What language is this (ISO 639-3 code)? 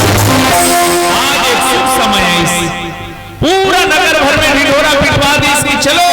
hne